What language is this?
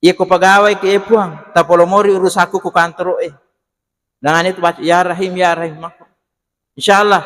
Buginese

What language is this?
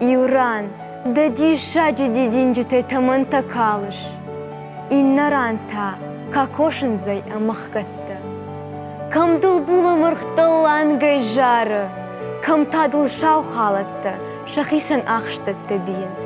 Ossetic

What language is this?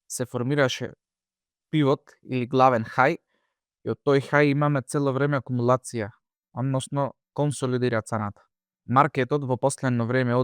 Macedonian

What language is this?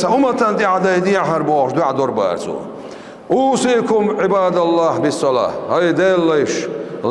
Chechen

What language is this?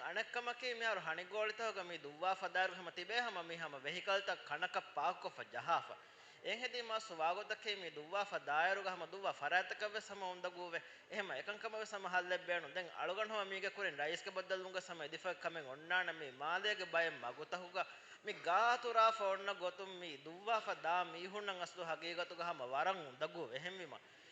Divehi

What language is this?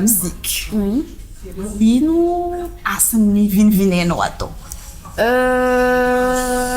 Malagasy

